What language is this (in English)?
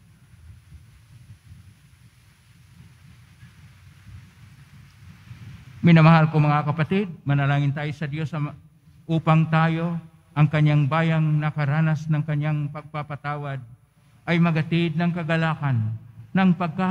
Filipino